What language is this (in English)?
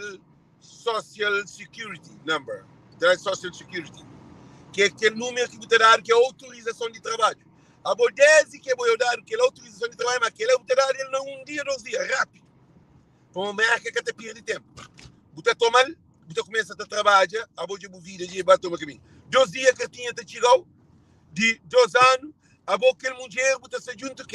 Kabuverdianu